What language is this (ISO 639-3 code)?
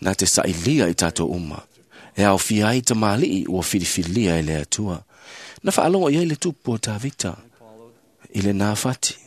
smo